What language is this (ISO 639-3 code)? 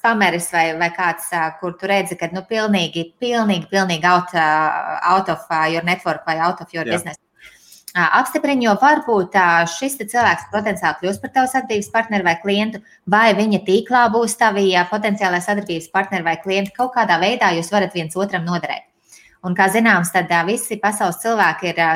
lav